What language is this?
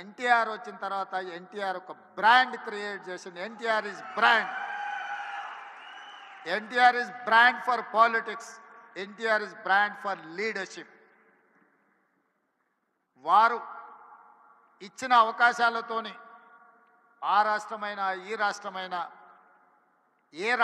Telugu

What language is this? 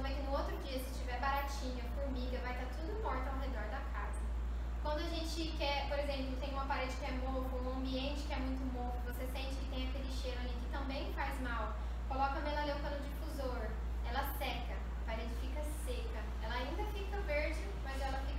Portuguese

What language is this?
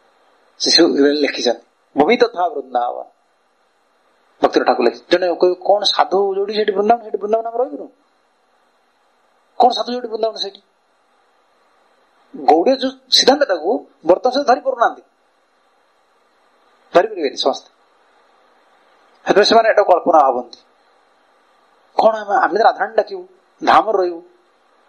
Odia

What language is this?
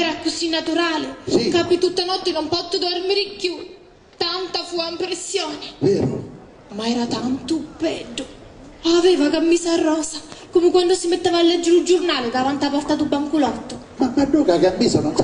Italian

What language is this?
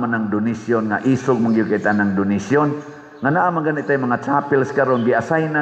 Cebuano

